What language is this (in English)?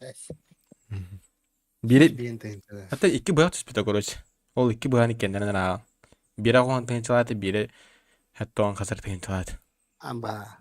Yakut